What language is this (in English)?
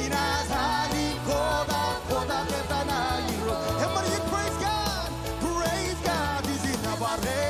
Marshallese